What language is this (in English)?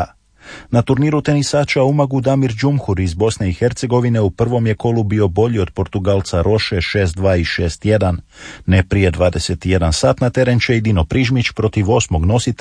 Croatian